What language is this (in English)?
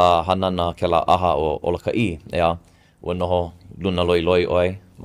Hawaiian